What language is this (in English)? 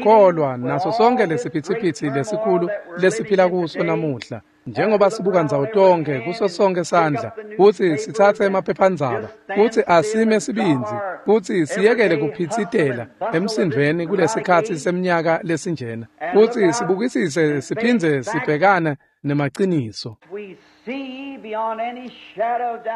Swati